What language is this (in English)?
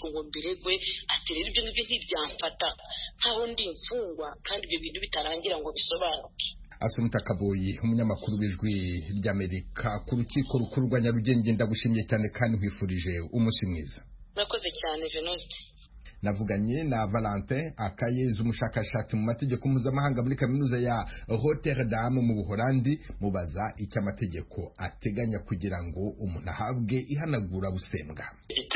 Kinyarwanda